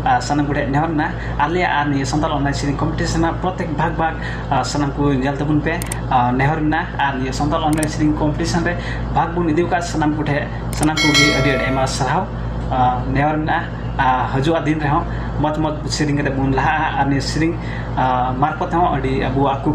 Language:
Santali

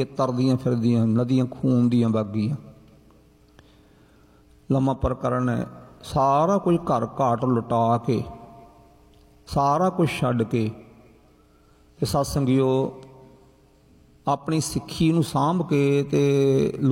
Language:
Punjabi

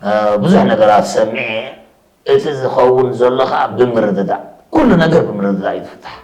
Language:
Tigrinya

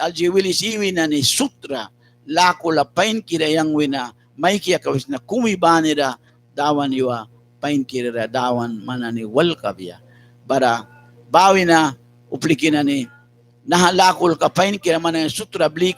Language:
Mískito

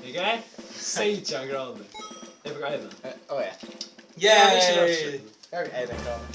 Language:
Faroese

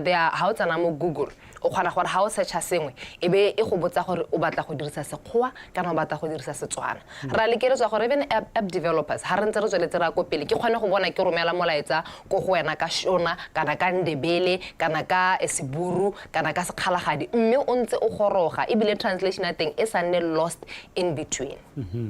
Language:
Tswana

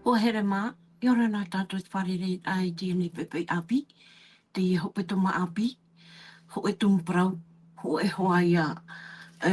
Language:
Tahitian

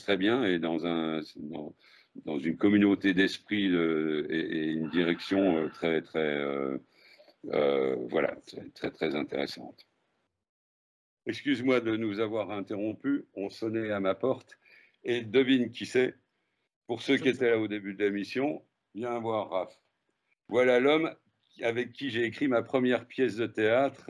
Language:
French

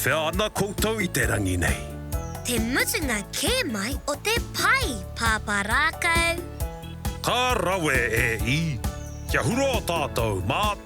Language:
Māori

